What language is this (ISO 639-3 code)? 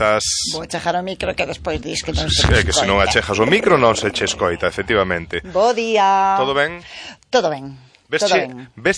glg